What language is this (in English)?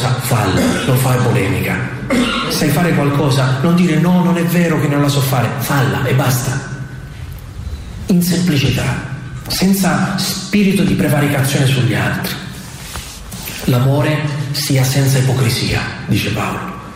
Italian